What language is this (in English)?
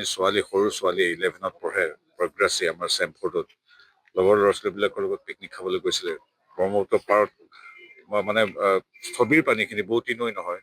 Assamese